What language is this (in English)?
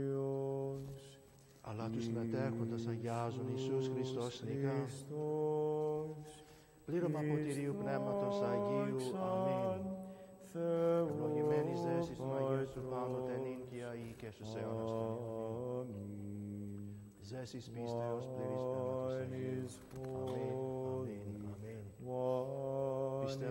Greek